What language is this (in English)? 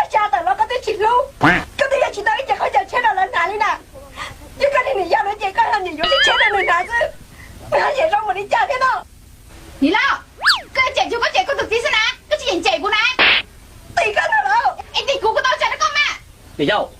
Hmong